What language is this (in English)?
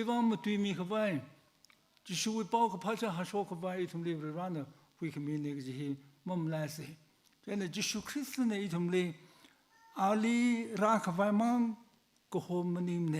Tangkhul Naga (India)